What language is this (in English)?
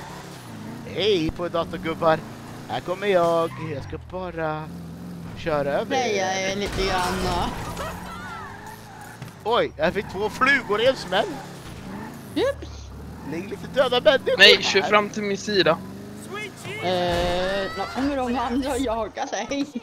Swedish